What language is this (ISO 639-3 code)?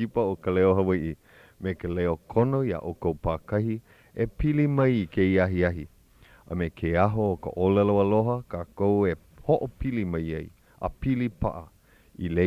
haw